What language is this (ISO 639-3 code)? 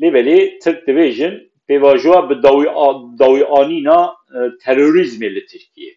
kur